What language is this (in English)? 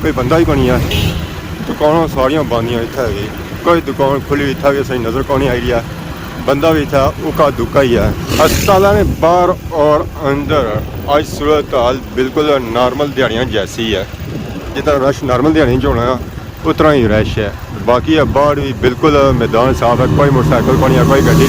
Pahari-Potwari